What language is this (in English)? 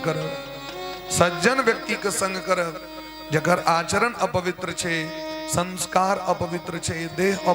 Maithili